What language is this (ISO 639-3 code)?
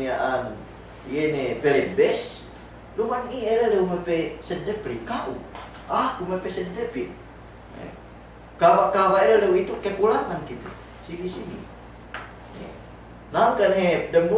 yka